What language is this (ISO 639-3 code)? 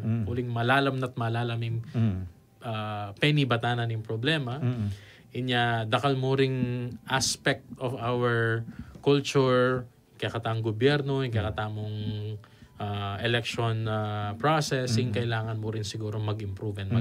pam